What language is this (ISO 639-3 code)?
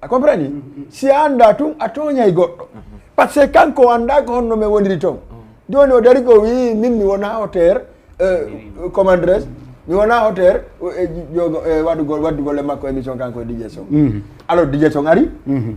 ful